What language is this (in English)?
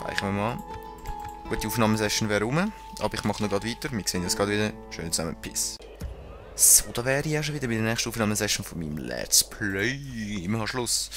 Swiss German